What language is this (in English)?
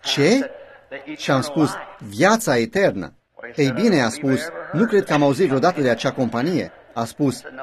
Romanian